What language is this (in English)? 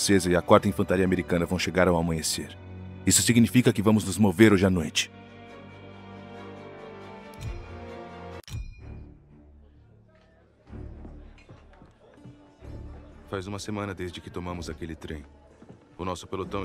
Portuguese